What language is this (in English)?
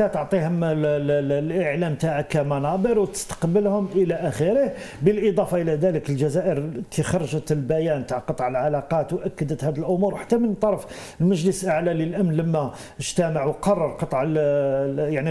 Algerian Arabic